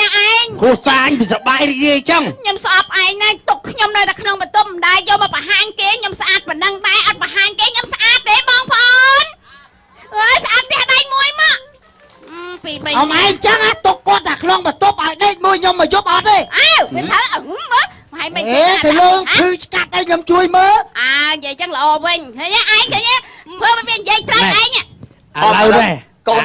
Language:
Khmer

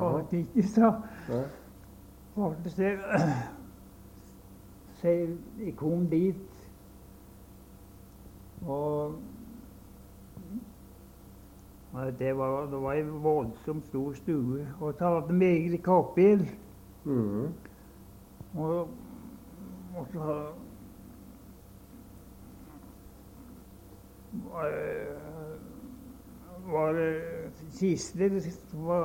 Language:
Norwegian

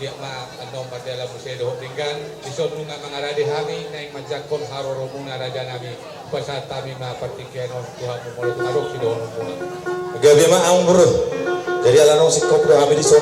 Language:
Batak Toba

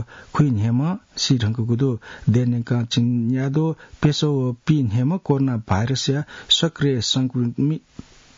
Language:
Newari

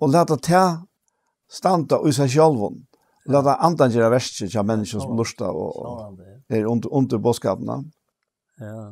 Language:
Faroese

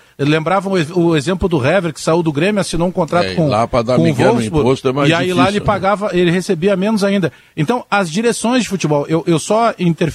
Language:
Portuguese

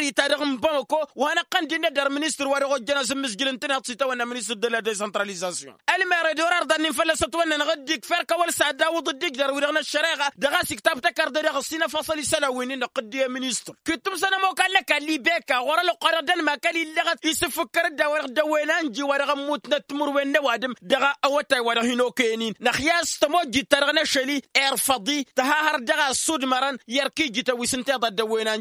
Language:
Tamasheq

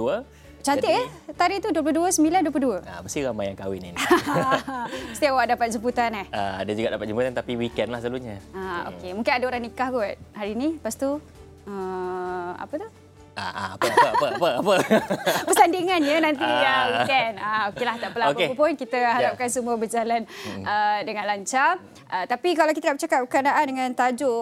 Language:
Malay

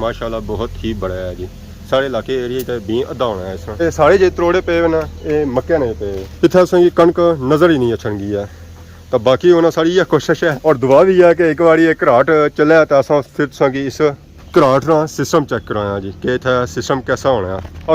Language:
Pahari-Potwari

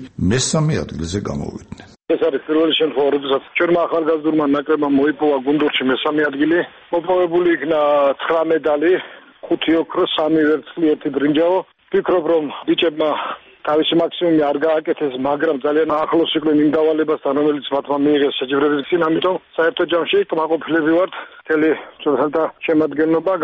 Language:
Georgian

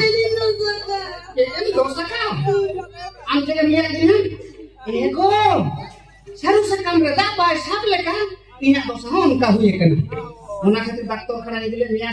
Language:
Santali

